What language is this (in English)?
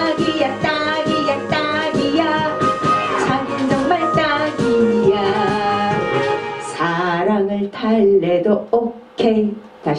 Korean